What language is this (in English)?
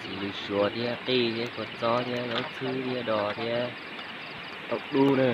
Hmong